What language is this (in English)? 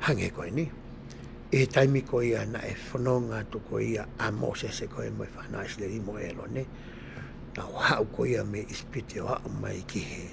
Tongan